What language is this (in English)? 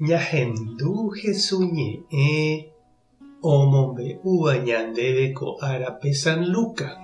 Guarani